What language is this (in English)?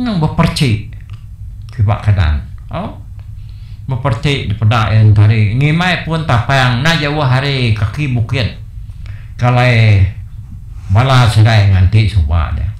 Iban